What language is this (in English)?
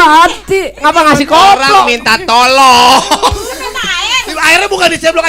Betawi